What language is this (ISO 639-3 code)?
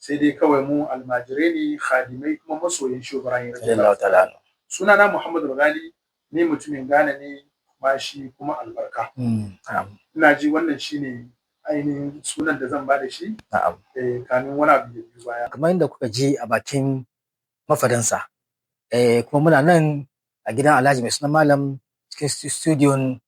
hau